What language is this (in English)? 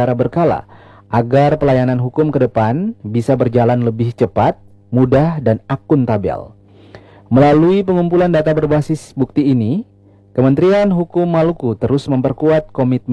Indonesian